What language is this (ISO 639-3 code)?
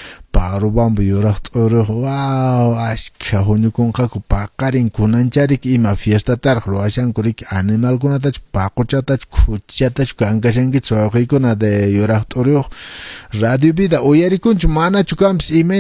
que